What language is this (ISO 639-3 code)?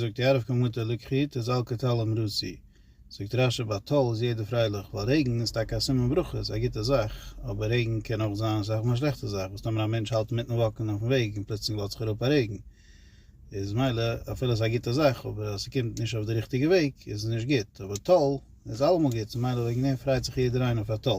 yid